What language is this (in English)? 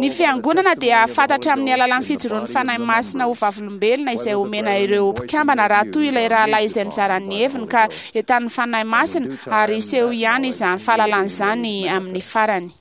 Malagasy